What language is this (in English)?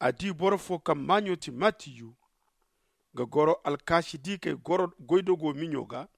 Zarma